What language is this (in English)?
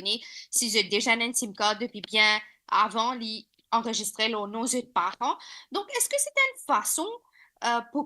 Morisyen